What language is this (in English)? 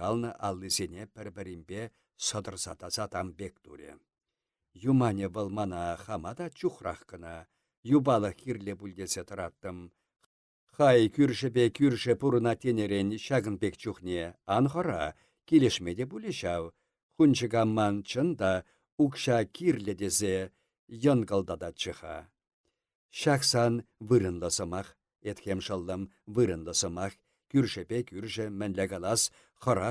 Chuvash